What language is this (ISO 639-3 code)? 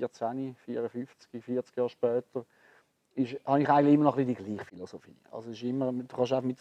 gsw